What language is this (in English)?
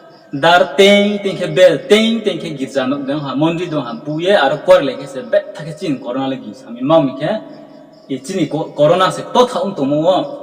Riang (India)